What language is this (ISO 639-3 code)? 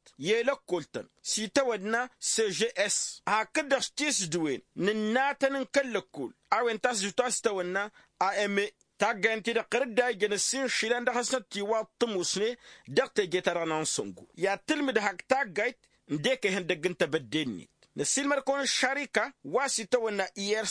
taq